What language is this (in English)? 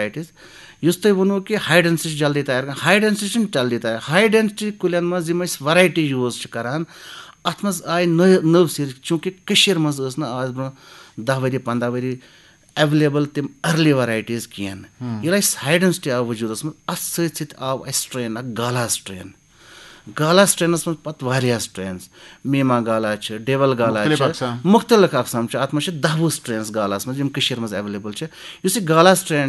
Kashmiri